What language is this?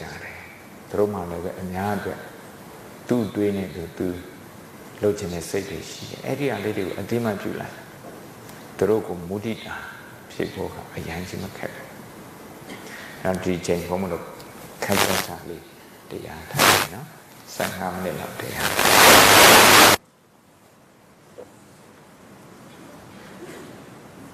Burmese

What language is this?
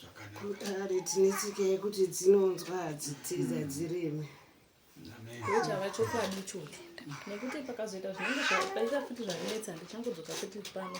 Shona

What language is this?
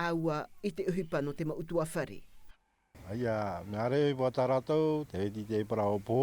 Tahitian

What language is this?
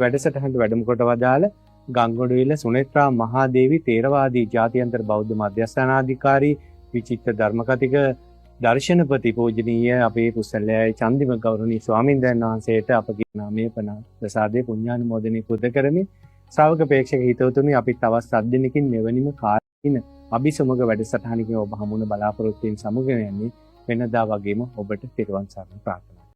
Sinhala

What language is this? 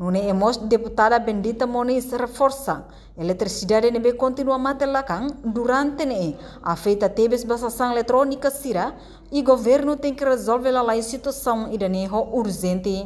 Tetum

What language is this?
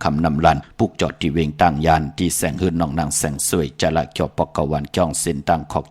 Shan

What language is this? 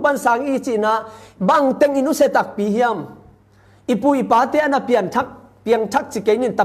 Tedim Chin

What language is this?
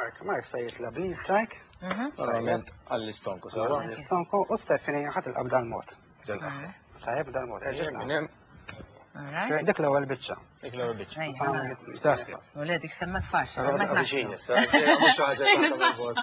Maltese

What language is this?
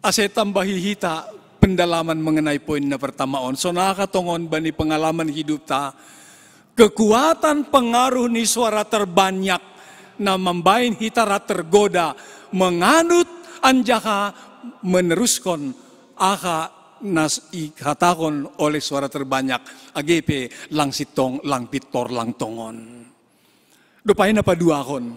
Batak Simalungun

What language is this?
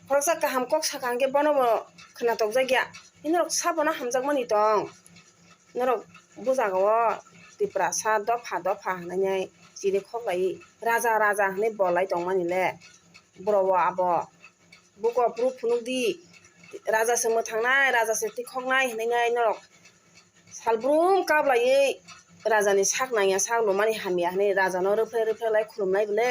Kok Borok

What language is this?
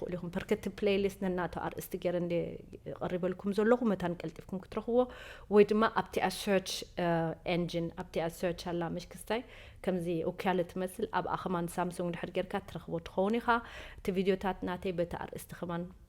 Tigrinya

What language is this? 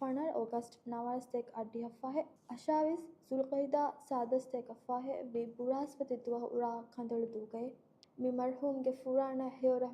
Divehi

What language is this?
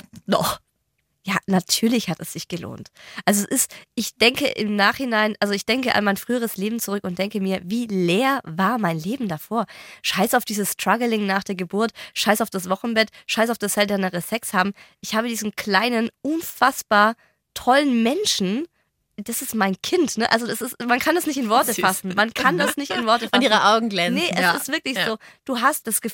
German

